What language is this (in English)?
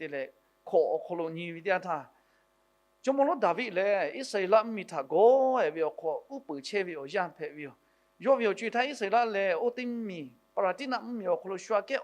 Lahu